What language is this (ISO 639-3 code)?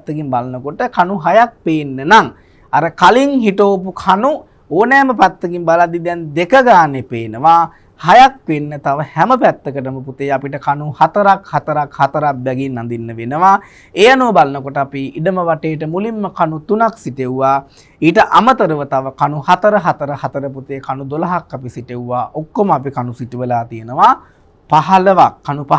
sin